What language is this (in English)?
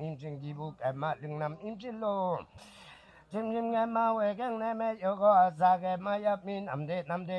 Limbu